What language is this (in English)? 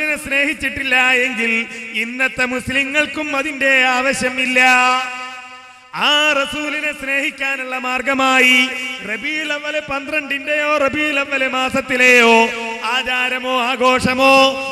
Malayalam